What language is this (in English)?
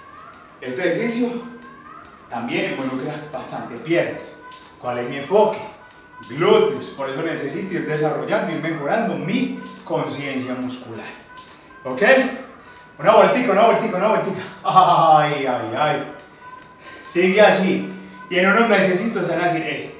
Spanish